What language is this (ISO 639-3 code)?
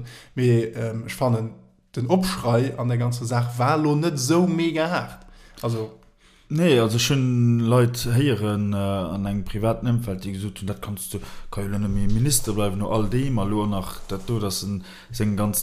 ltz